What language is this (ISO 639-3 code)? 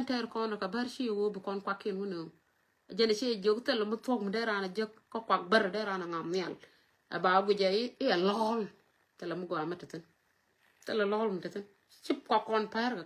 nus